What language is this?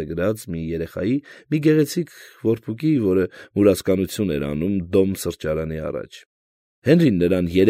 Armenian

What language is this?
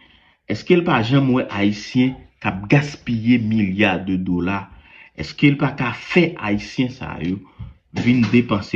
Haitian Creole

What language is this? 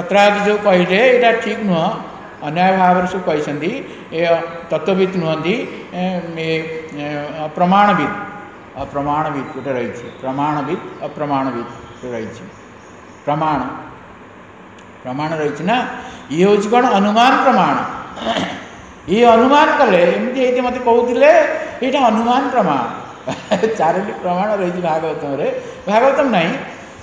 Odia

